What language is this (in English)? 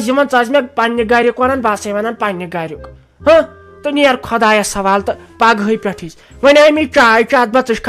Kashmiri